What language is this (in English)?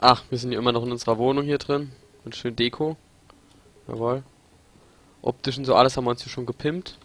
Palatine German